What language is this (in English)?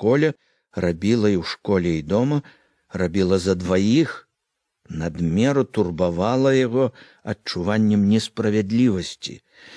Belarusian